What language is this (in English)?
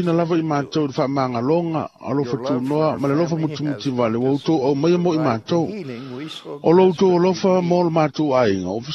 Samoan